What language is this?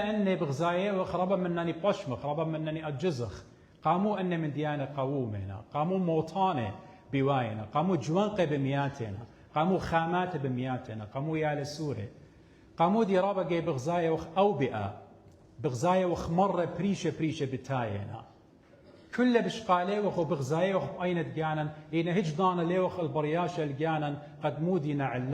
Assyrian Neo-Aramaic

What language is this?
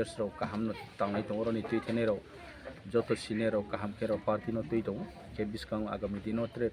Kok Borok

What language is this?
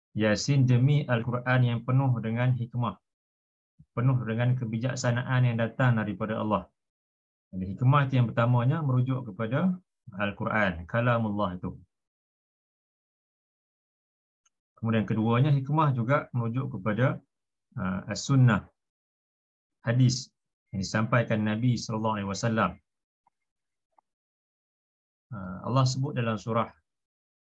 Malay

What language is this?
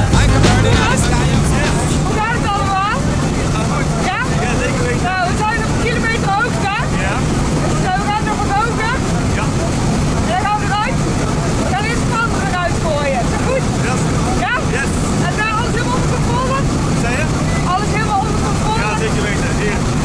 Dutch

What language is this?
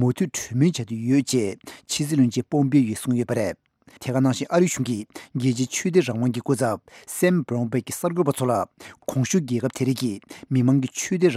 Tibetan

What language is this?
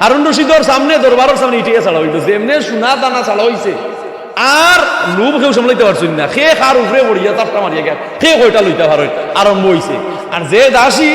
Sylheti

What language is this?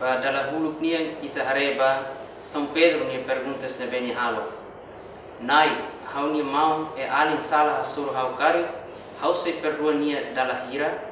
Tetum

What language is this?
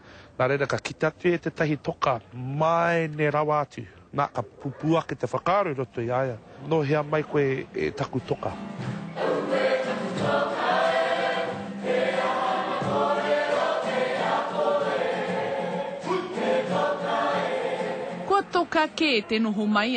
Māori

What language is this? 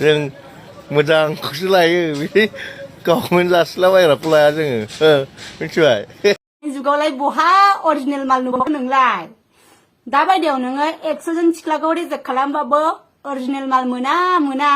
Bodo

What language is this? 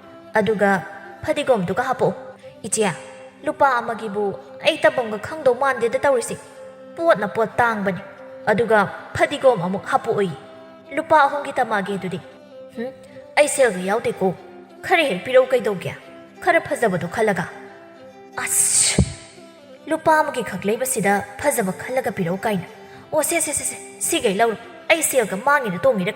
Manipuri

